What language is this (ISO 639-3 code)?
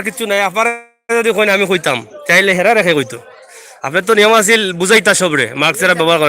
syl